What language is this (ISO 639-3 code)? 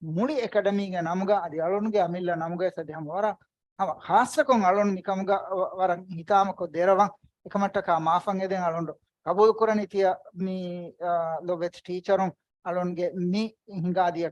div